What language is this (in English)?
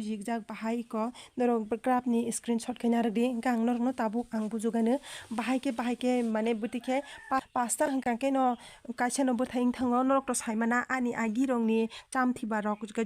Kok Borok